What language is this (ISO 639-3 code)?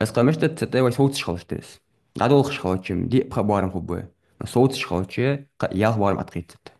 inh